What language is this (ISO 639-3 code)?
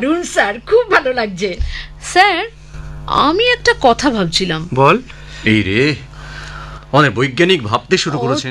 ben